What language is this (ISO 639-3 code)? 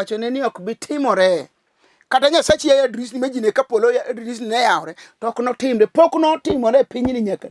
luo